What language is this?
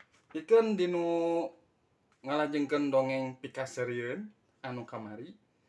Sundanese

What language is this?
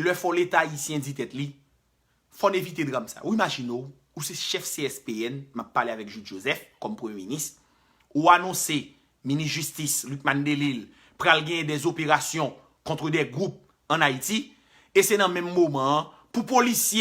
Haitian Creole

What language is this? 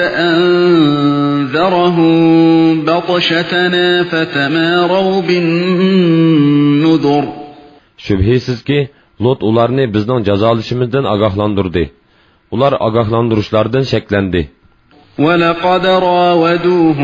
Uyghur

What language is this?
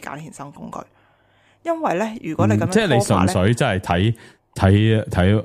Cantonese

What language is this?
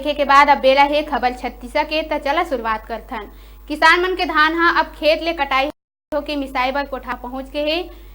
Chhattisgarhi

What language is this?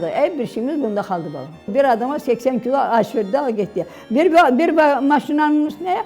Crimean Tatar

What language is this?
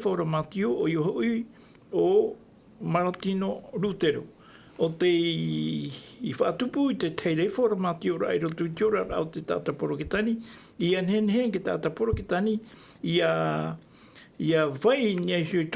Tahitian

